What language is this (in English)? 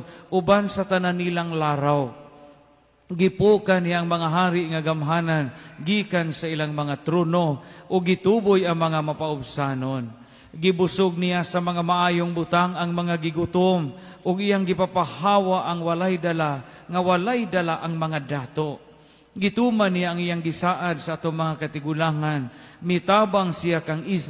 Cebuano